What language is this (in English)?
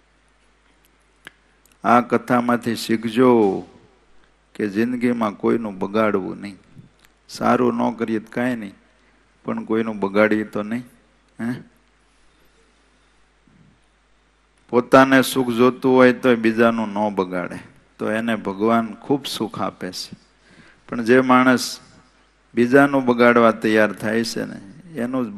Gujarati